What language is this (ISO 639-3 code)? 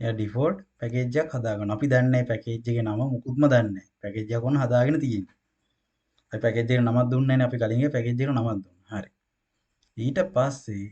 sin